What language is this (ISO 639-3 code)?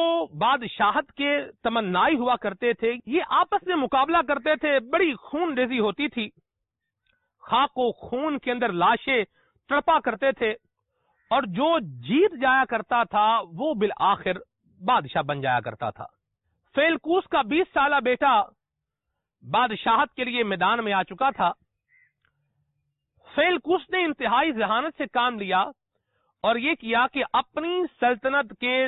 urd